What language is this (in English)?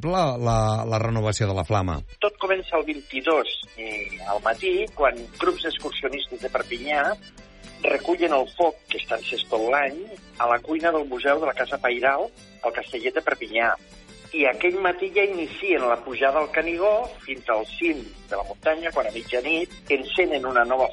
Catalan